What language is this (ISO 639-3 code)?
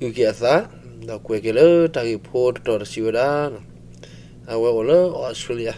ksw